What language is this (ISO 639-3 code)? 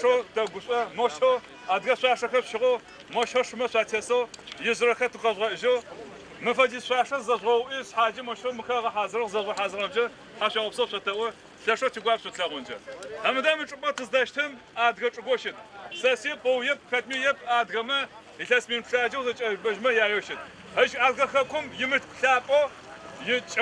ady